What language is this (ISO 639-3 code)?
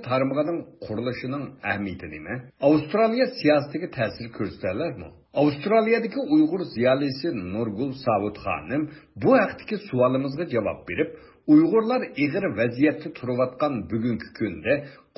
uig